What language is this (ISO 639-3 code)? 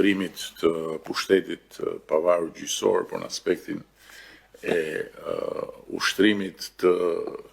sqi